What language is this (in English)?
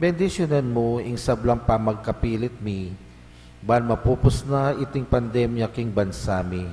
Pampanga